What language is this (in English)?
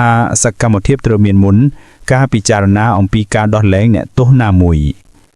Khmer